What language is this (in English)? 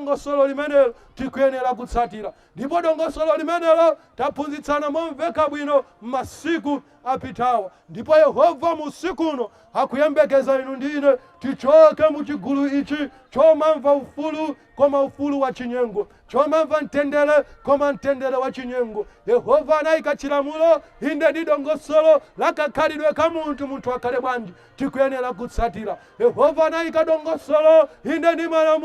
Nyanja